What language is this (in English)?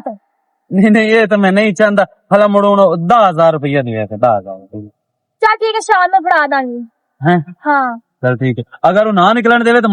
Western Panjabi